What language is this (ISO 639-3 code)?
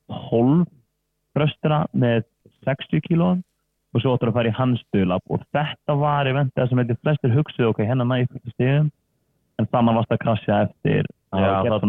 isl